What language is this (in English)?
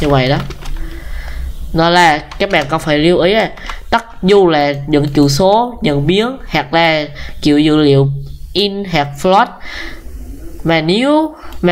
Vietnamese